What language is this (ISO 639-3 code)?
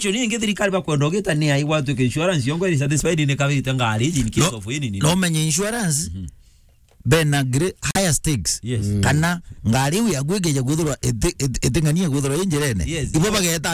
mer